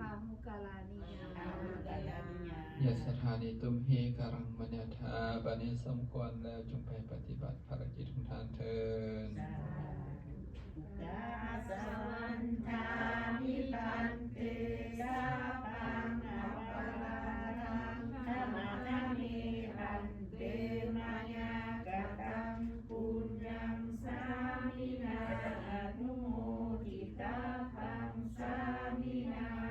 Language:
Lao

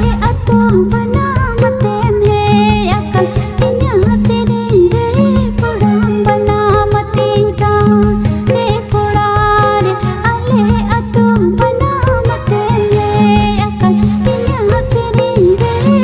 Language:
Santali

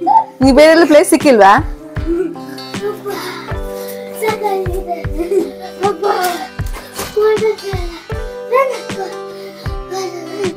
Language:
Kannada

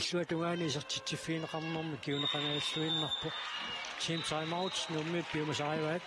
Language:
Kalaallisut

